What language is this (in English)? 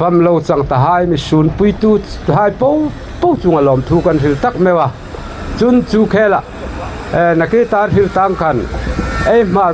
Hmar